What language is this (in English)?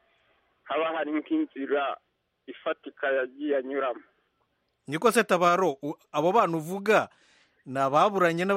Kinyarwanda